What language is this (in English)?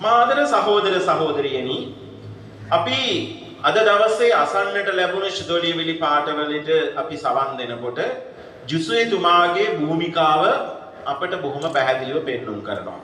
Sinhala